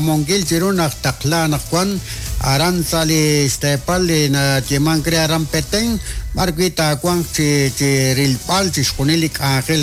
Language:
Kekchí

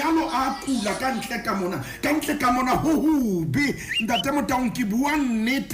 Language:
Southern Sotho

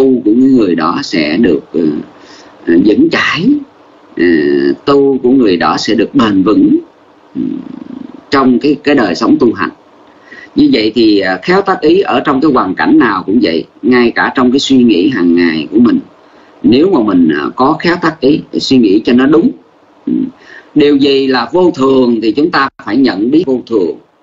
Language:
Vietnamese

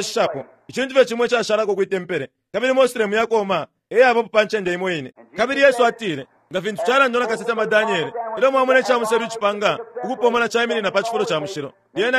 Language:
Bemba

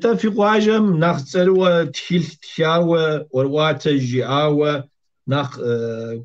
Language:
Kabardian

